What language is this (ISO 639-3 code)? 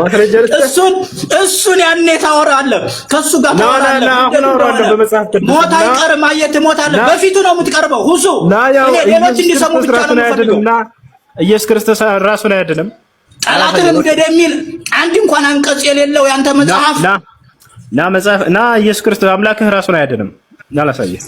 amh